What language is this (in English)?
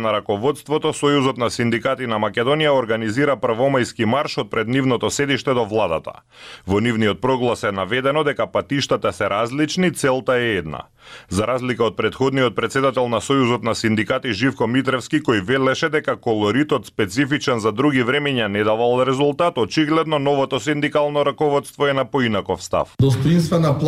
Macedonian